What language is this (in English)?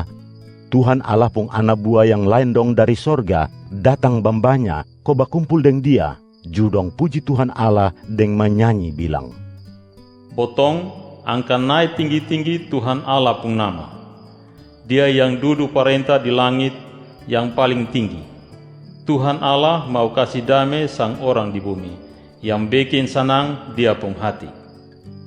Kupang Malay